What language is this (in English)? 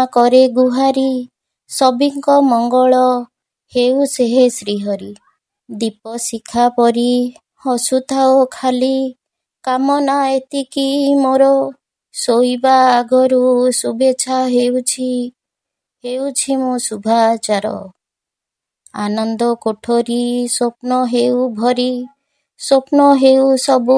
Odia